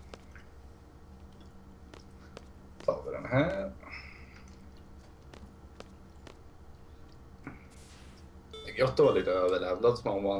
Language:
Swedish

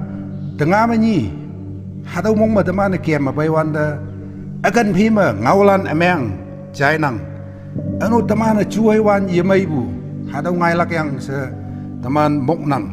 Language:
Konyak Naga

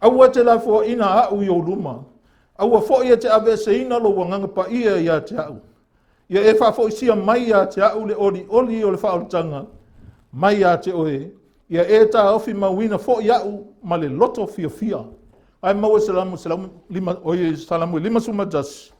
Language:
Samoan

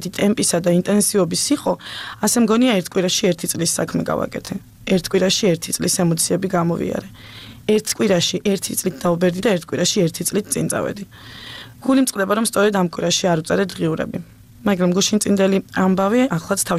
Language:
Georgian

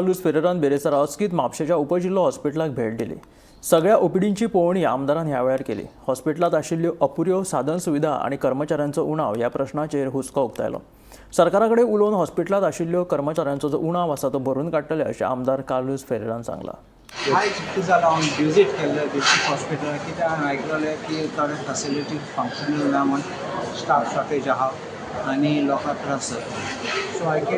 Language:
Konkani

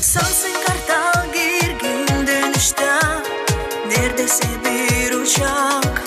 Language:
Gagauz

